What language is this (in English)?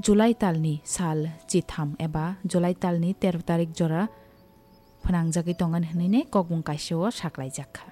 Kok Borok